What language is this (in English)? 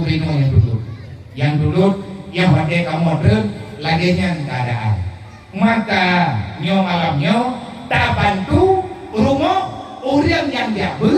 Achinese